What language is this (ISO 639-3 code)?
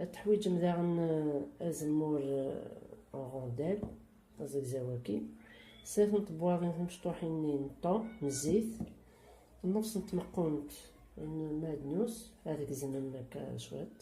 kab